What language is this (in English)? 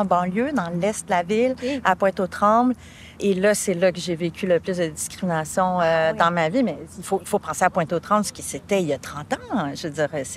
French